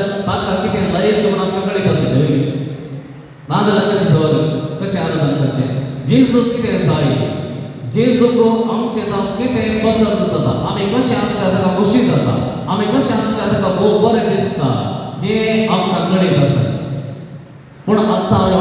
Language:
Konkani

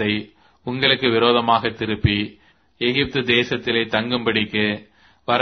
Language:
Tamil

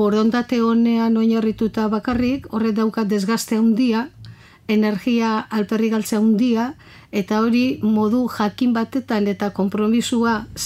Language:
Basque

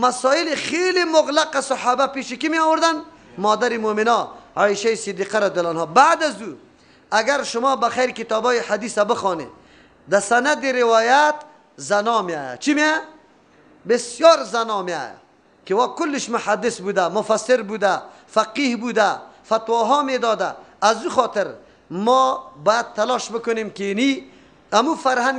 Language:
Persian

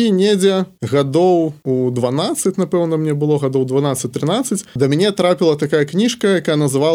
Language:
Belarusian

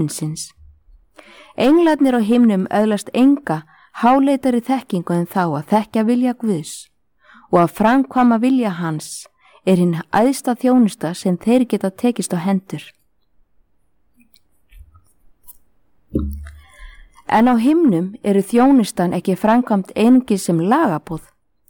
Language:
Icelandic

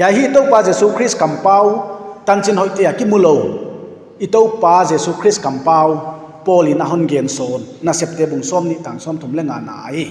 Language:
Paite Chin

